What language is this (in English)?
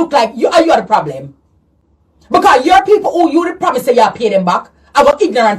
Jamaican Creole English